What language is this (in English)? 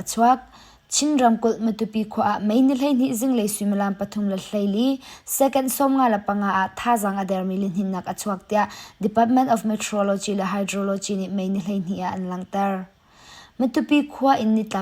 Hakha Chin